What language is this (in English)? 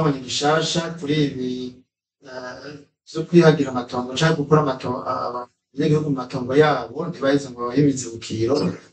Rundi